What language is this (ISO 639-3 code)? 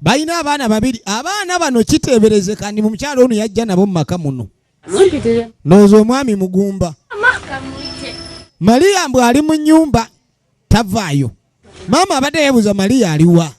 lug